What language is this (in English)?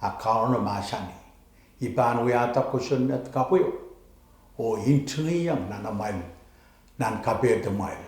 Pohnpeian